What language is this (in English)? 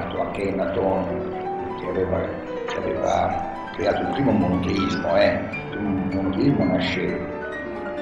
Italian